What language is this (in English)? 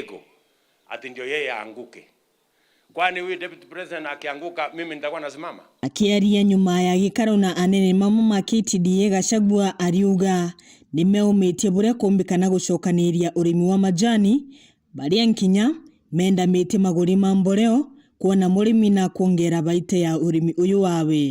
Meru